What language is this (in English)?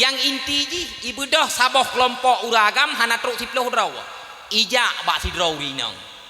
Achinese